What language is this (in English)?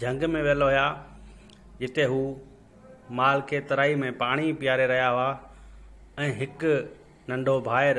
Sindhi